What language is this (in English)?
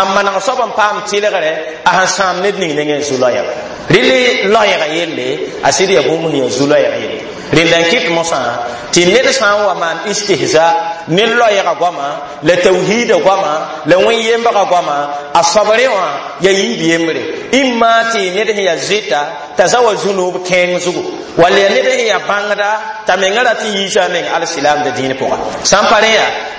Mossi